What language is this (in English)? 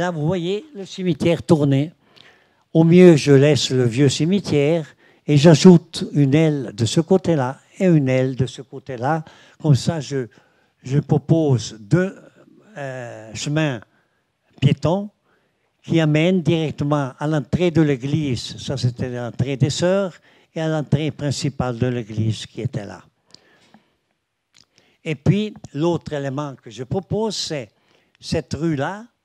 French